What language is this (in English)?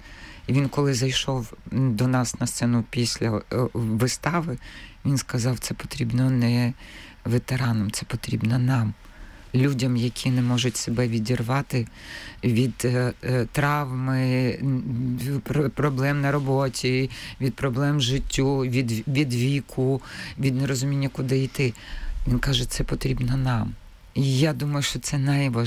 Ukrainian